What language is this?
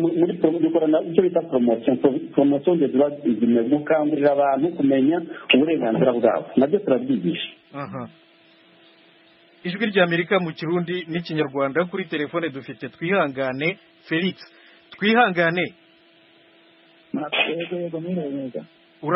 Kinyarwanda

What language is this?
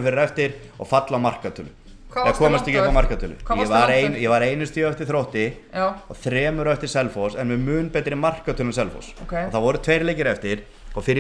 Icelandic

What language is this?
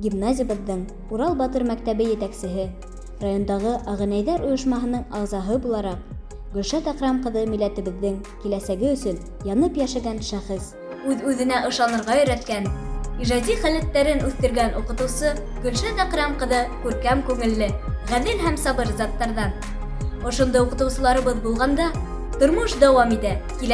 Bashkir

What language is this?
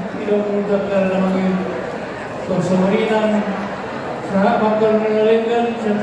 Batak Toba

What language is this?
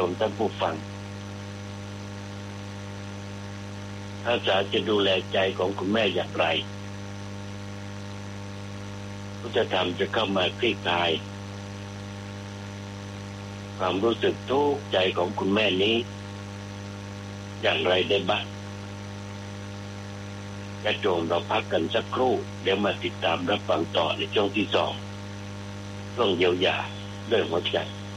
Thai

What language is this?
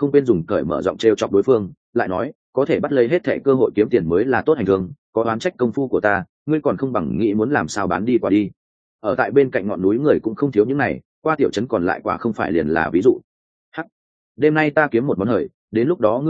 Vietnamese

